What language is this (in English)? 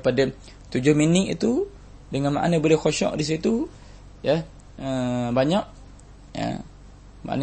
Malay